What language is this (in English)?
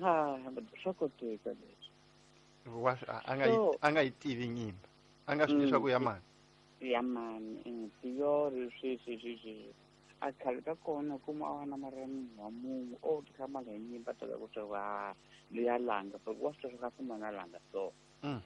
Tsonga